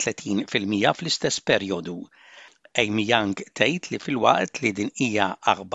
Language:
Maltese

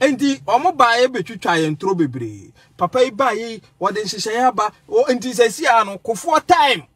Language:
Akan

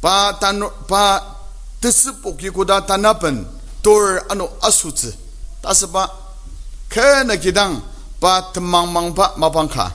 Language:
Ao Naga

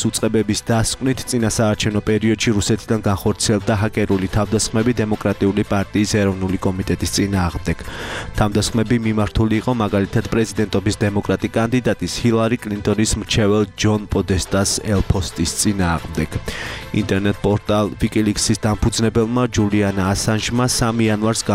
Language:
Georgian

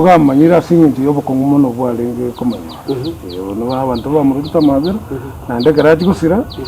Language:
Gusii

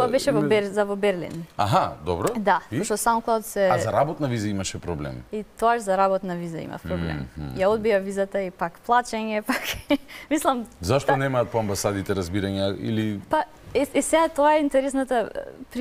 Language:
Macedonian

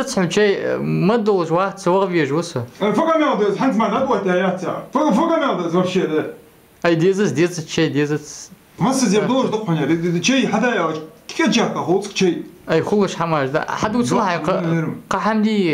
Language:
Ingush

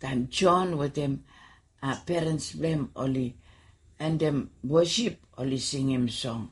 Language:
Bislama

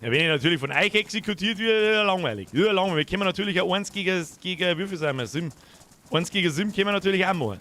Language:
Bavarian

